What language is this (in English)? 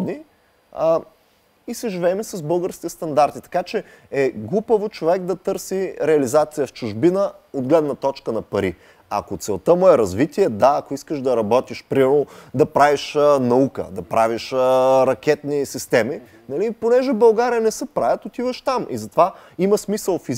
Bulgarian